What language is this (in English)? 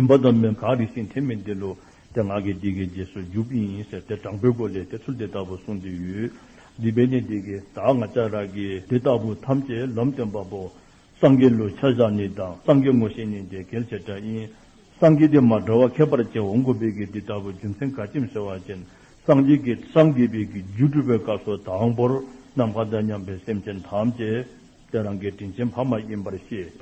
Dzongkha